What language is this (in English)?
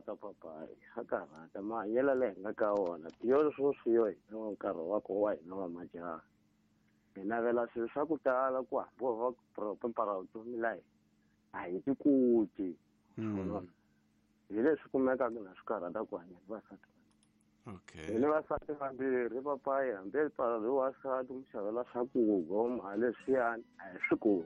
Tsonga